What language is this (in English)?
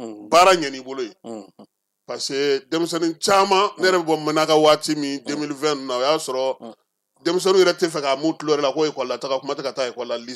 Bambara